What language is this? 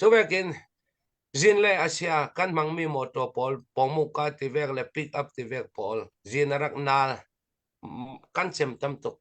Hakha Chin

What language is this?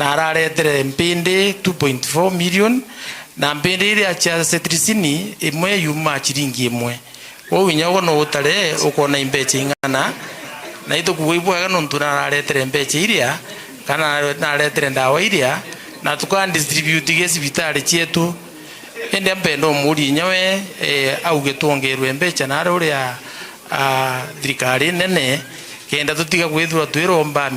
Meru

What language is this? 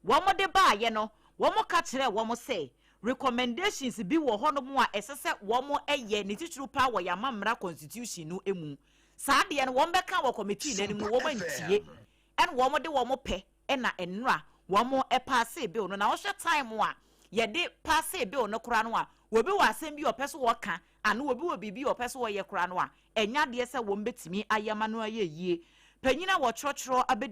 Akan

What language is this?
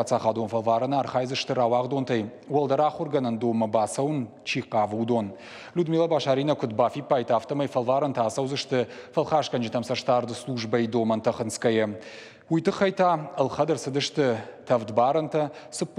Ossetic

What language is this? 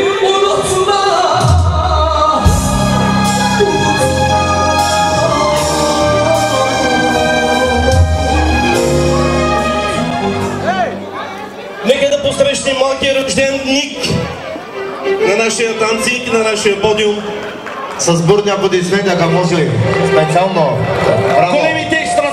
Bulgarian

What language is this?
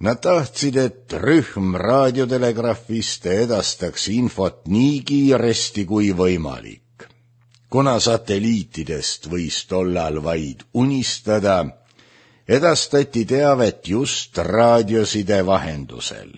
Estonian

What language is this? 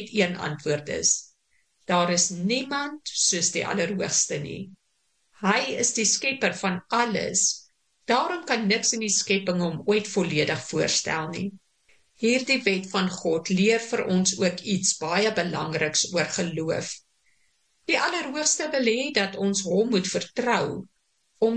Afrikaans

